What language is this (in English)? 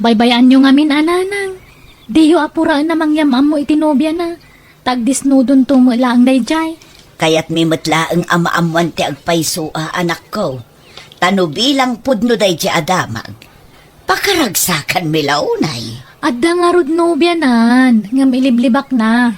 Iloko